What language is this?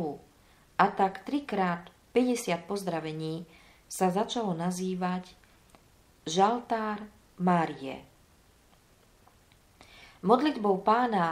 Slovak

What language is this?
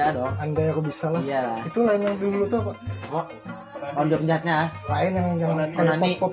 Banjar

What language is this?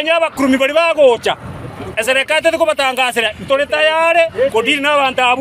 Gusii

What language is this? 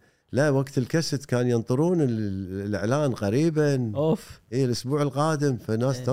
Gulf Arabic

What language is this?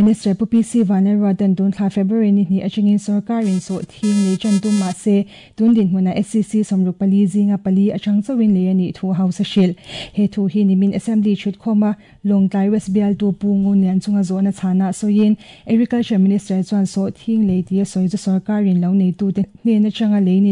Mizo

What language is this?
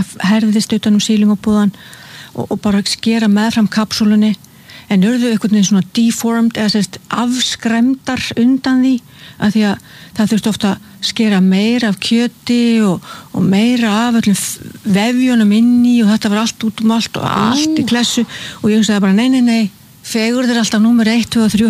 Icelandic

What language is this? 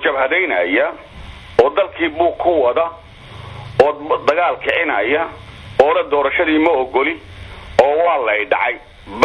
Somali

